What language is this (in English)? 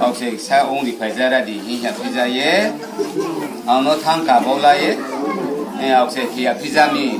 Riang (India)